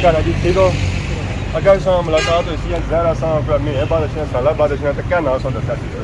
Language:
Pahari-Potwari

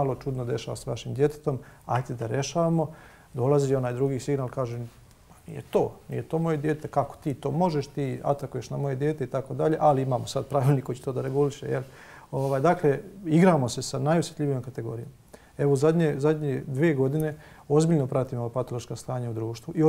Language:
Bosnian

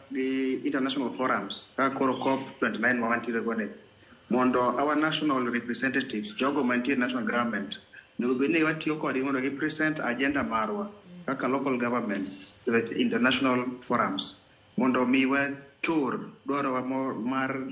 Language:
Luo (Kenya and Tanzania)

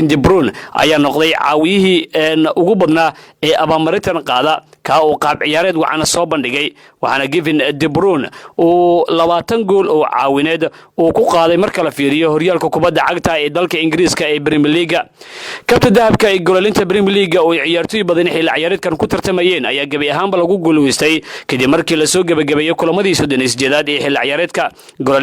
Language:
Somali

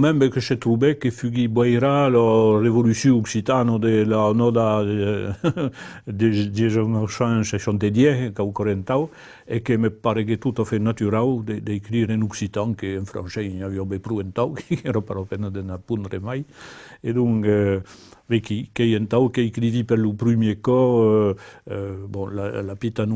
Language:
Occitan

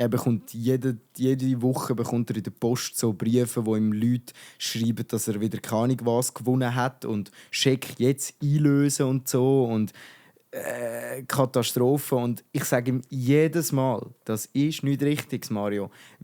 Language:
Swiss German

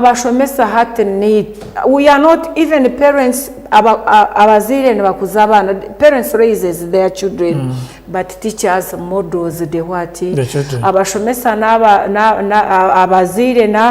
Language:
Nyankole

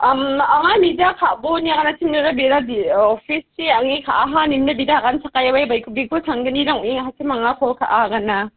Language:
Garo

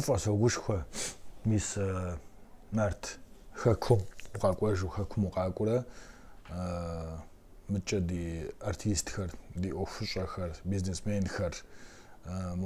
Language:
Kabardian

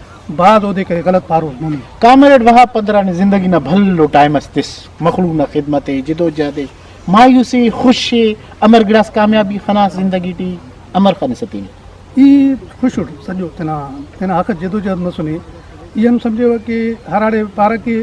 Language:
Brahui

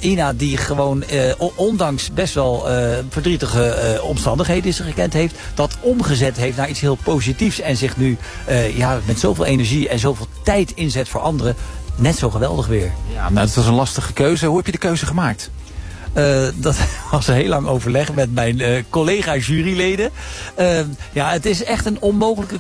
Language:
Dutch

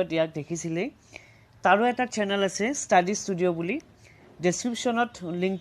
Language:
Assamese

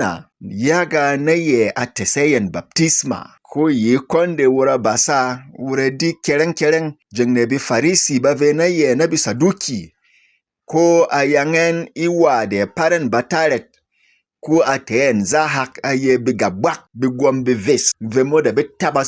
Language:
Berom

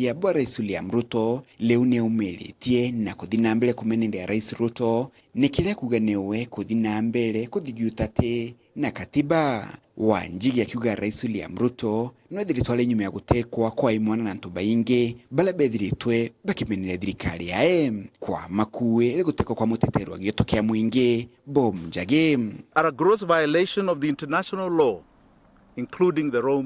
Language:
Meru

